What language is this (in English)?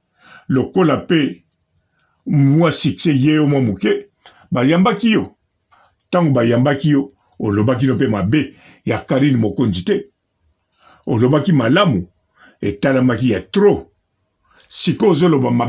Lingala